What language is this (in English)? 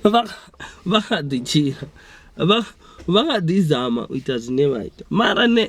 Venda